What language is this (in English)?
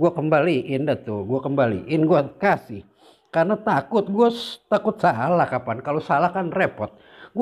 Betawi